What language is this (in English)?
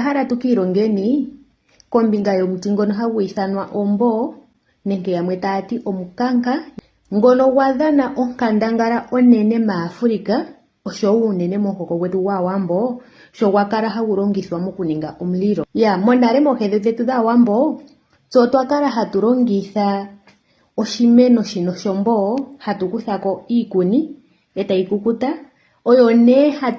Ndonga